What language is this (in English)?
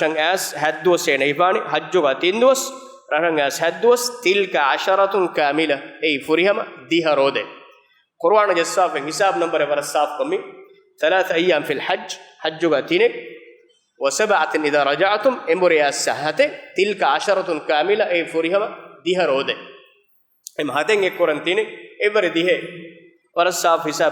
Divehi